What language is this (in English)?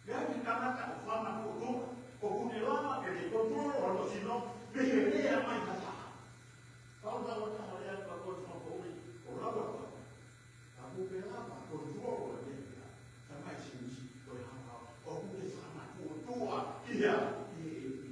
Tongan